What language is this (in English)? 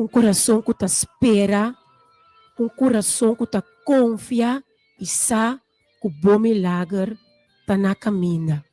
Papiamento